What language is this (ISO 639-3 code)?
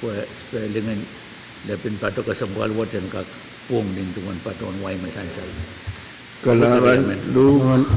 pon